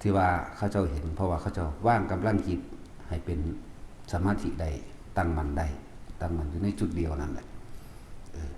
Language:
Northeastern Thai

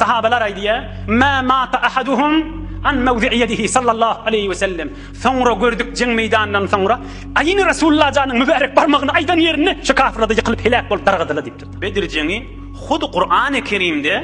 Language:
Turkmen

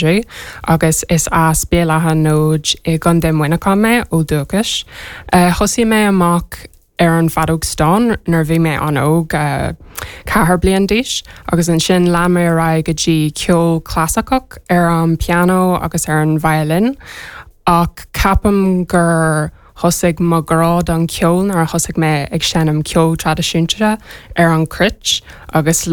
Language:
Irish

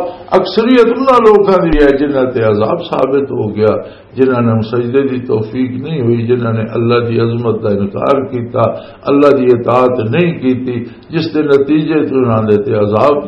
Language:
Western Panjabi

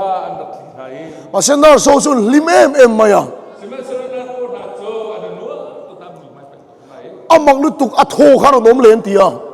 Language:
Hakha Chin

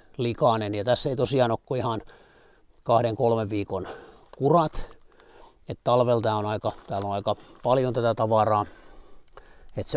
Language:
Finnish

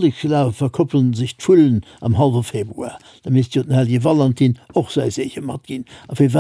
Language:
Luxembourgish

